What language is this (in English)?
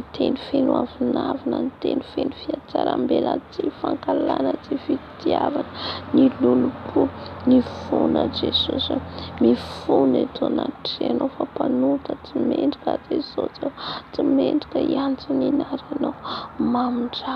Malagasy